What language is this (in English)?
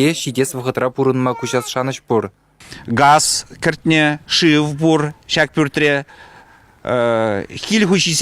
Chuvash